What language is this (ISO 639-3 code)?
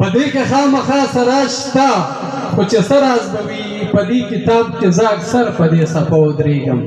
pus